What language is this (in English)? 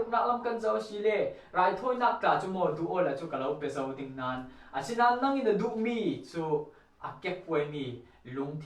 Falam Chin